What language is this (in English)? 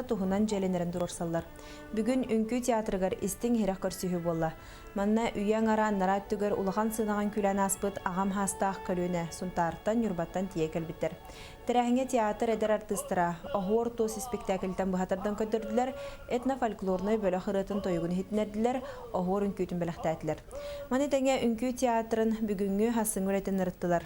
Yakut